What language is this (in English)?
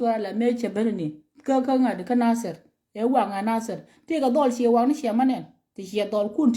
Nuer